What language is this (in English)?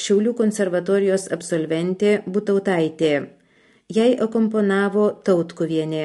Lithuanian